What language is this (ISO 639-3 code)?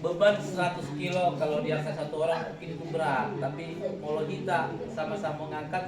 bbc